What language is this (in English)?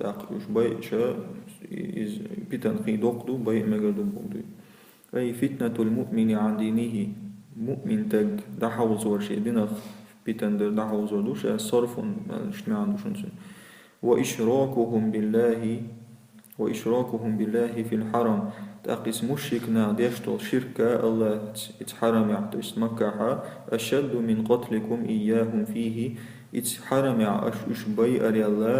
Chechen